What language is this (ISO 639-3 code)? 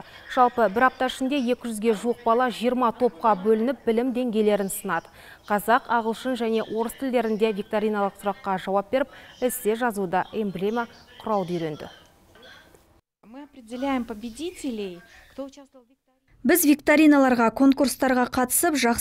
kaz